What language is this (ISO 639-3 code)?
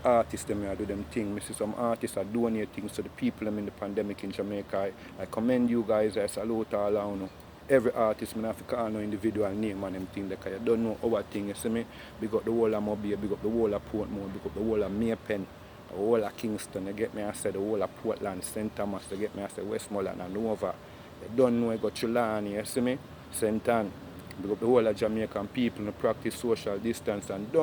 jam